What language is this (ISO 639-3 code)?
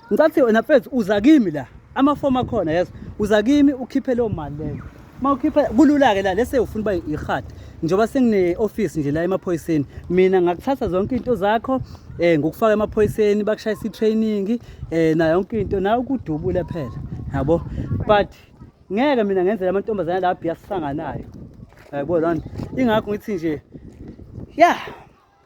zul